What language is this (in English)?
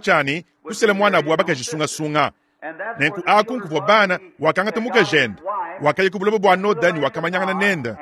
Luba-Lulua